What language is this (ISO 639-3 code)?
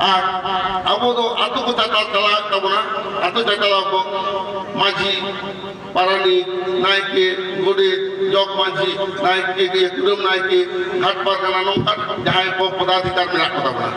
sat